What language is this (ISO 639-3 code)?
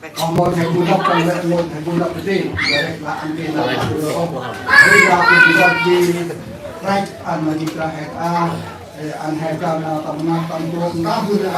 cmo